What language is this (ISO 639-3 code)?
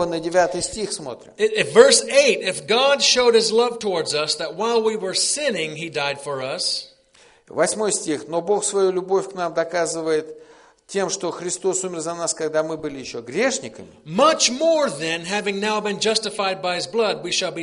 rus